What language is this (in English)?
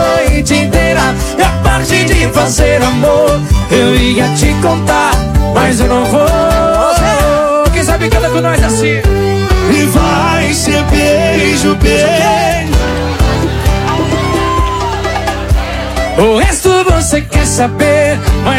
Portuguese